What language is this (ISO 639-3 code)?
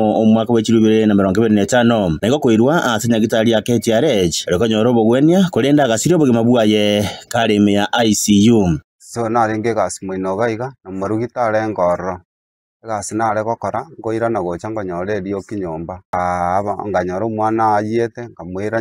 guz